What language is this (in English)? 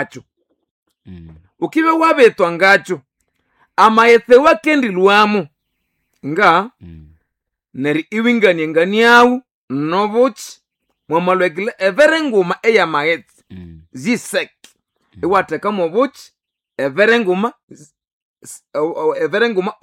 Nande